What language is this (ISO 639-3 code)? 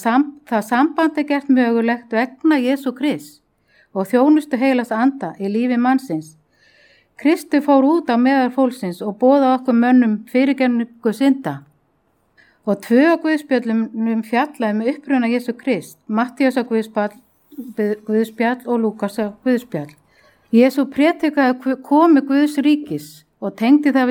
isl